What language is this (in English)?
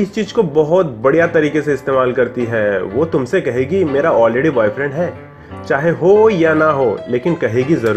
Hindi